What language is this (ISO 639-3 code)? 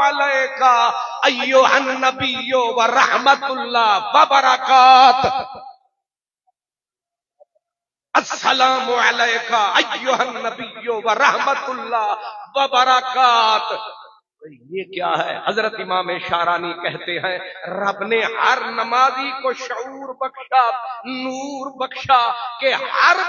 urd